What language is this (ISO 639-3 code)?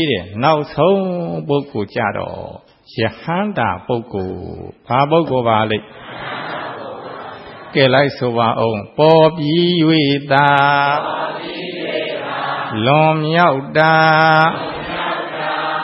mya